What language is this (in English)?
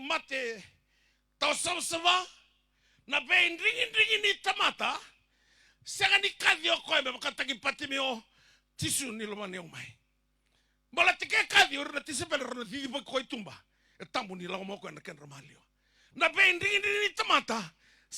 Fijian